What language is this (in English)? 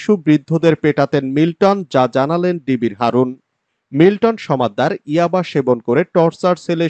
Bangla